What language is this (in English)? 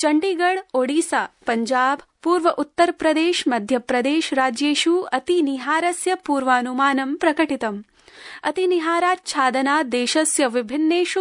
Sanskrit